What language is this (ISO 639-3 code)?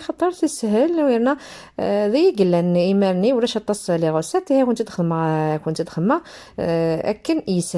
kab